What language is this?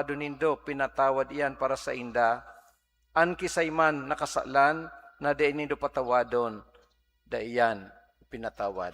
Bikol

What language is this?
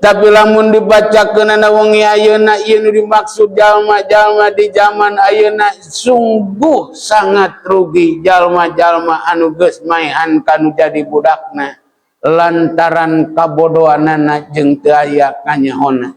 Sundanese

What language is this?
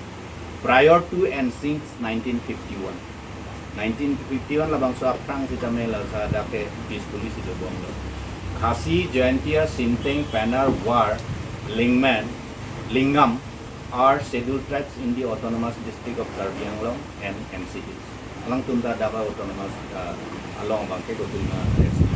Karbi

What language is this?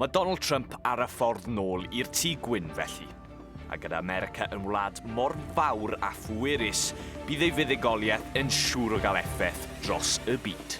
Welsh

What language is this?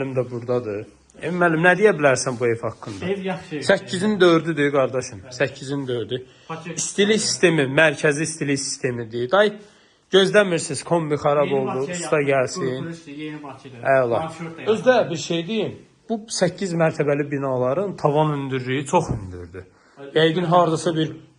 Azerbaijani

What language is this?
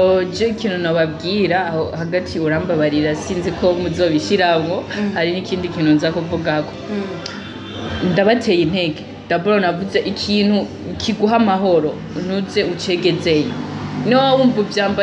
Rundi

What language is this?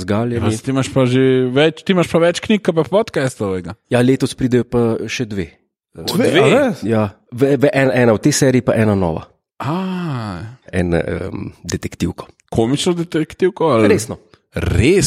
Slovenian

